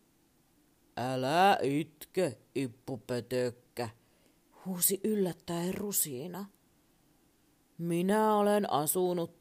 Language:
Finnish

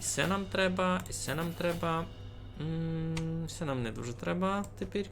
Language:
Rusyn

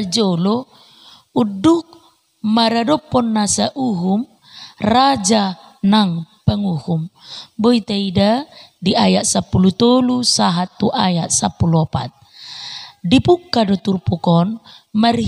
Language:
Batak Toba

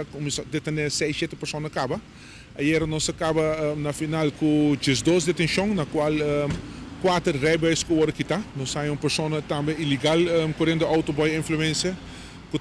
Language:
Papiamento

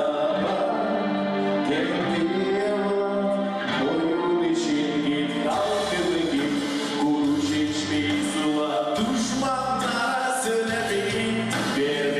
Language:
Gagauz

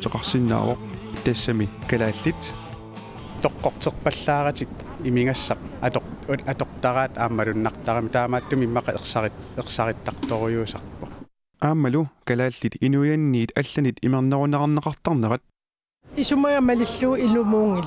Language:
Kalaallisut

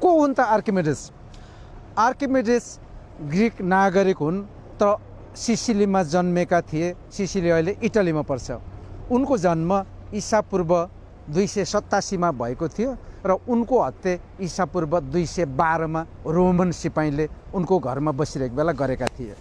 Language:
Nepali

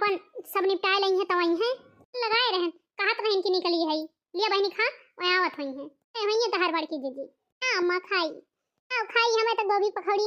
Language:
Awadhi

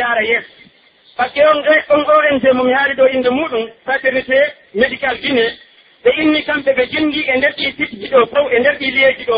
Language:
Pular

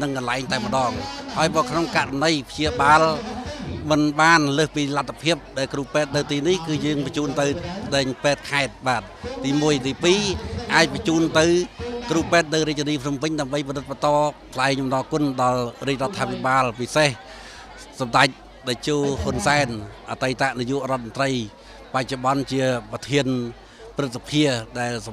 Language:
Khmer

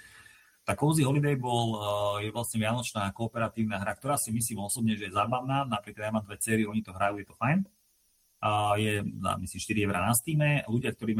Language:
Slovak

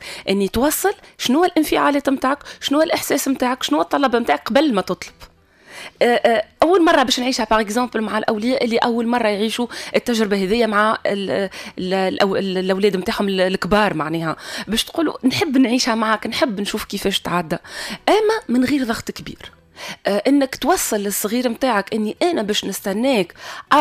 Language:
Tunisian Arabic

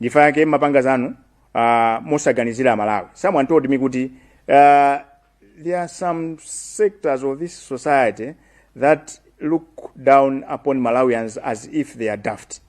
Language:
Nyanja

